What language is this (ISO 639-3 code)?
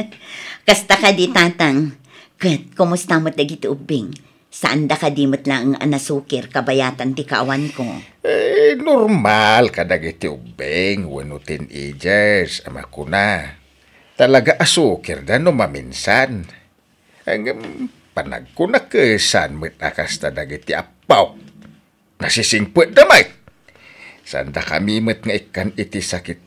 ilo